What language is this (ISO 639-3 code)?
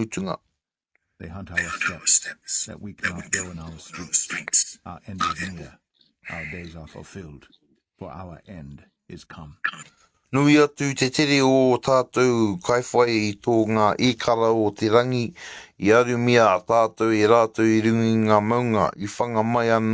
mri